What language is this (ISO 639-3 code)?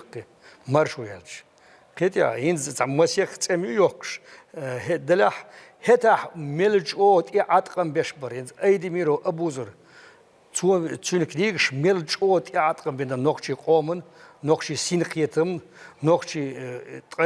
che